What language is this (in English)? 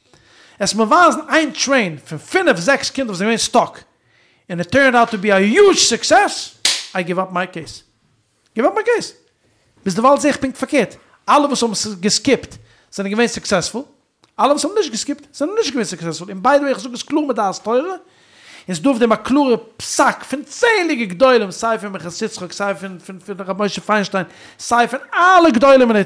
Yiddish